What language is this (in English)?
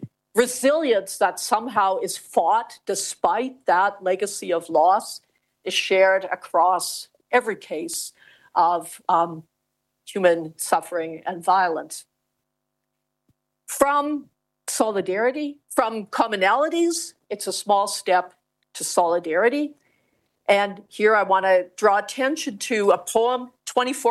English